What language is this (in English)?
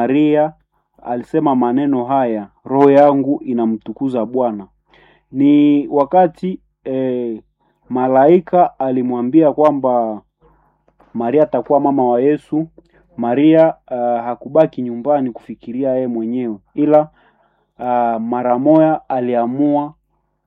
Swahili